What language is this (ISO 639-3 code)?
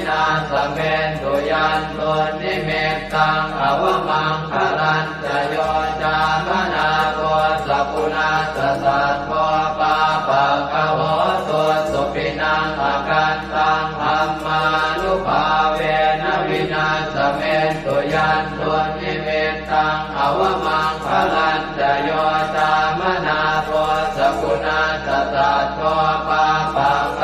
pli